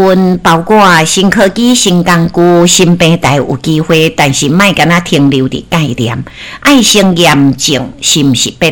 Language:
Min Nan Chinese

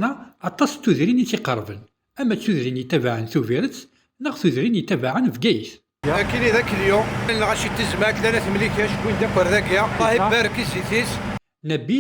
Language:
Kabyle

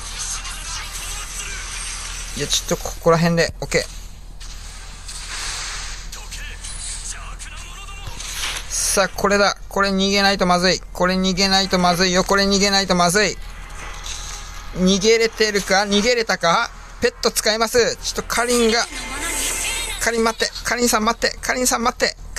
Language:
Japanese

